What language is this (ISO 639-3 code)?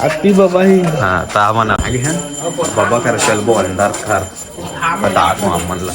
hne